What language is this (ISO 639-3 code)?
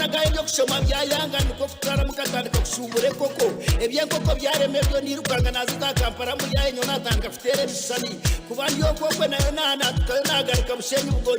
nyn